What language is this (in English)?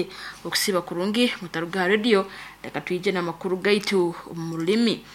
Nyoro